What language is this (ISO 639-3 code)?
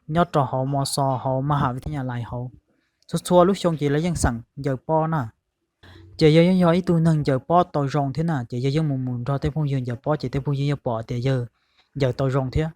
hmn